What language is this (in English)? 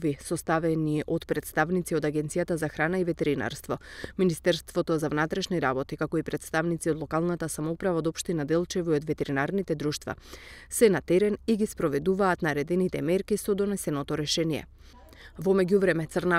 Macedonian